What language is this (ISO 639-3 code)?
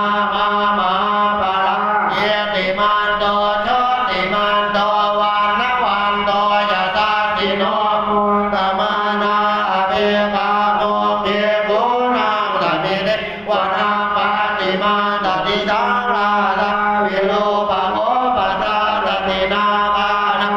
pli